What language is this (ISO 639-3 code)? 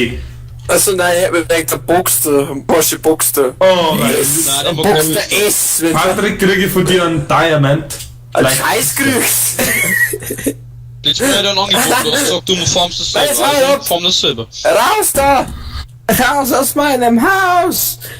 bar